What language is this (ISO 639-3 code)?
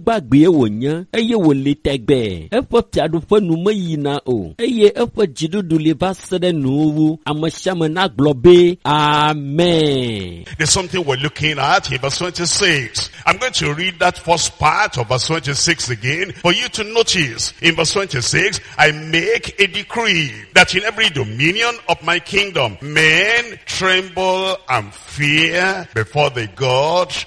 ewe